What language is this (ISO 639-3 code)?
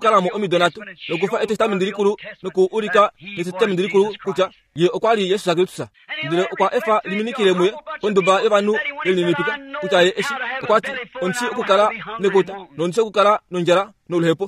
kua